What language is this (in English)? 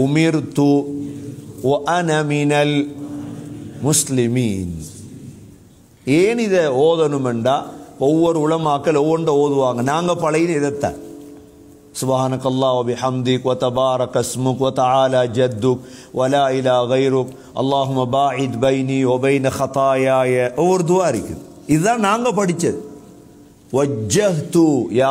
Tamil